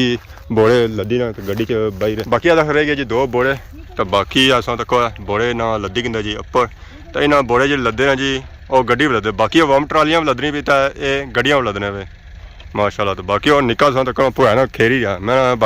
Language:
Pahari-Potwari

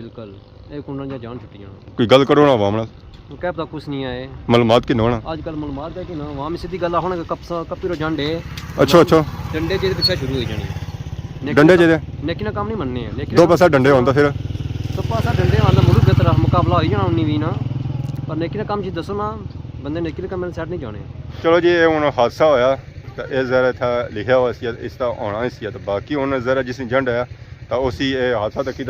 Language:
Pahari-Potwari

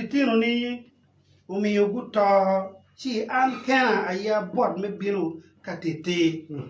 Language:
Acoli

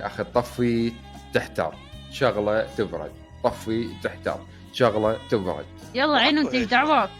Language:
Mesopotamian Arabic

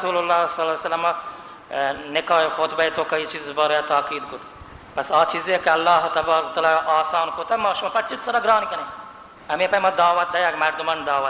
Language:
Baluchi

